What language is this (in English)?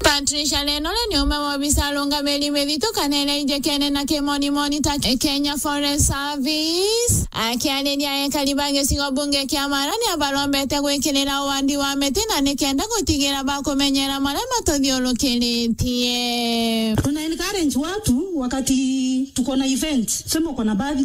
Meru